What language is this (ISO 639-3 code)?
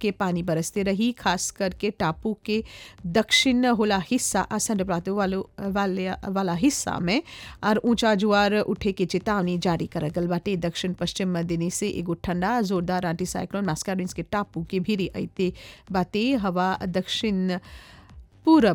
bho